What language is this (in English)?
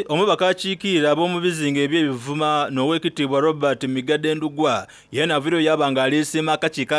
Soga